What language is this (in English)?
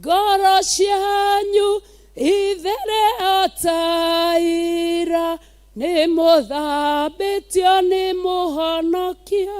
Kikuyu